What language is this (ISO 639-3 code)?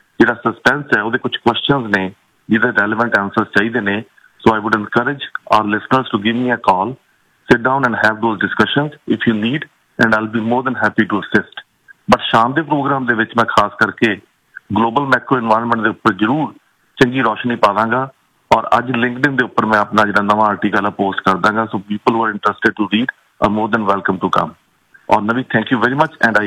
pan